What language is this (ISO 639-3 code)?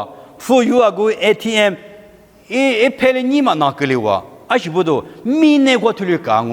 lis